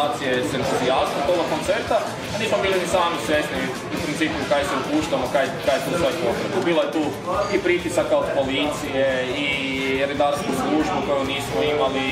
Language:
Croatian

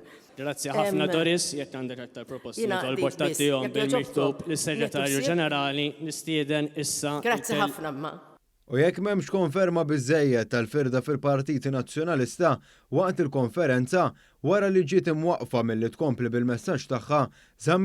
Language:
Maltese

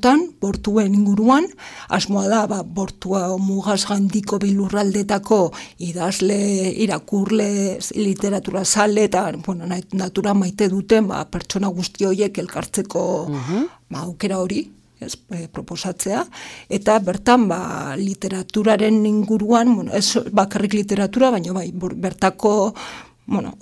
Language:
Basque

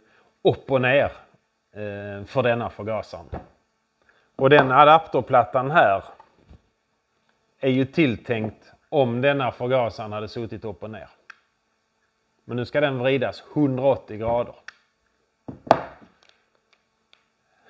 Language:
Swedish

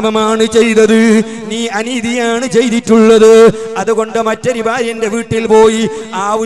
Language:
Malayalam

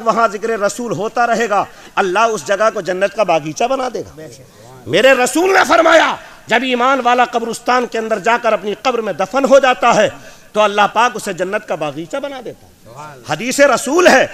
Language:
Urdu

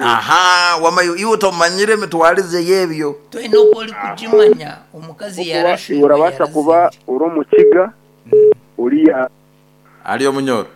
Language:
Nyankole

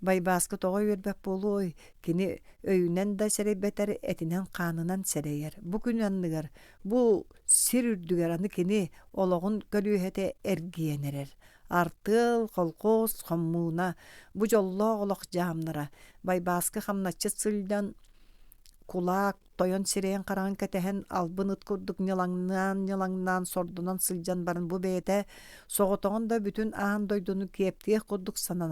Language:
Yakut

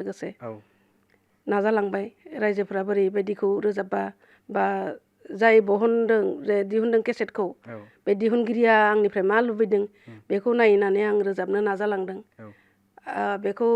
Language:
Bodo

